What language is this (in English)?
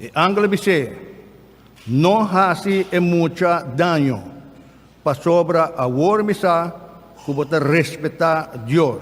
Papiamento